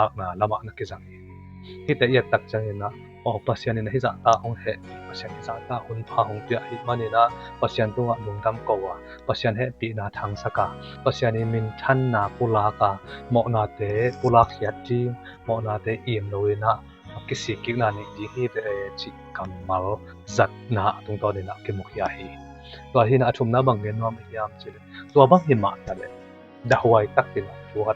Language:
Tedim Chin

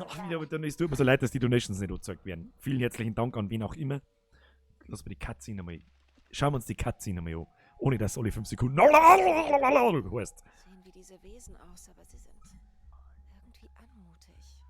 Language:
Bavarian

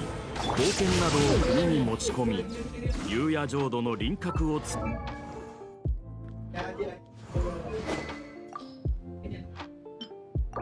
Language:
Indonesian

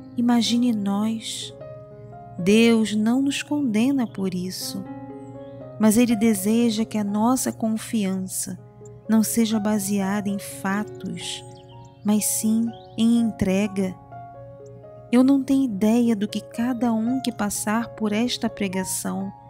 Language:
Portuguese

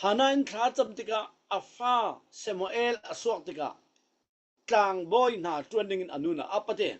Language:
Falam Chin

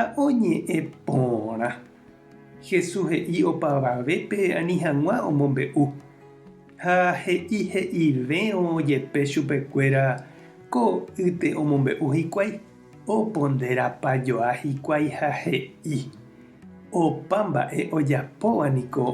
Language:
Guarani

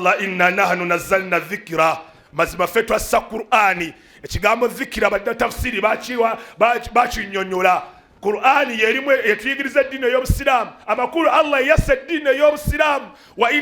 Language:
Ganda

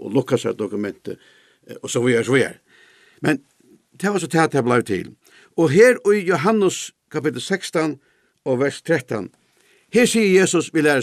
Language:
Faroese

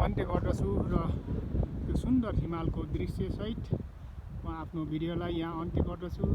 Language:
Nepali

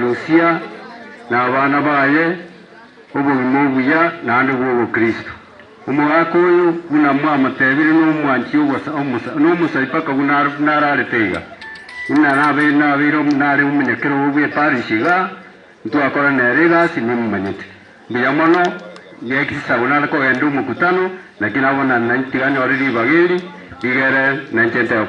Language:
Gusii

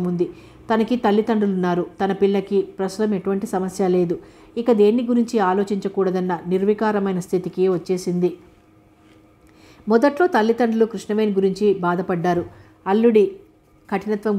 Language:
Telugu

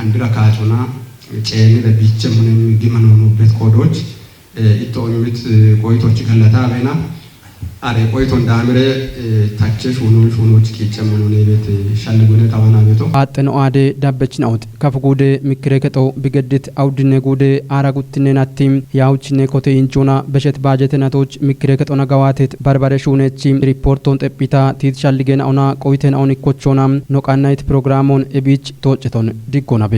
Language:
Kafa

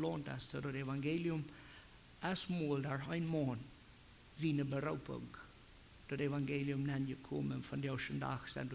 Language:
Plautdietsch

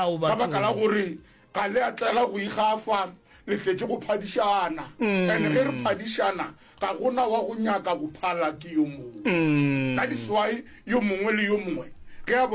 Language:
Northern Sotho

